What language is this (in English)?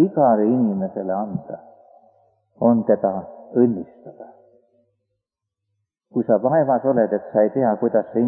Estonian